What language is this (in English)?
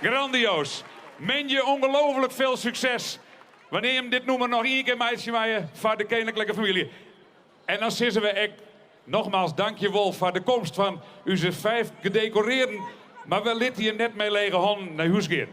Western Frisian